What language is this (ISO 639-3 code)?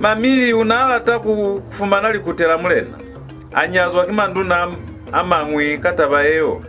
loz